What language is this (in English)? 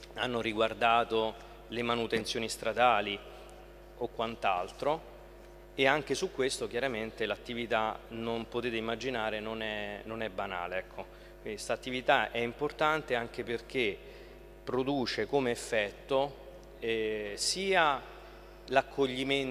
Italian